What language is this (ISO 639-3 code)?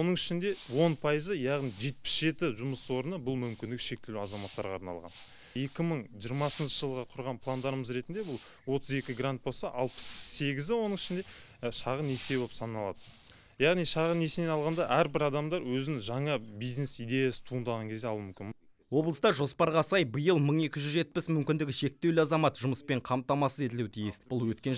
kaz